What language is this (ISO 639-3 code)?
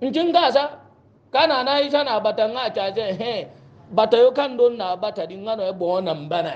hau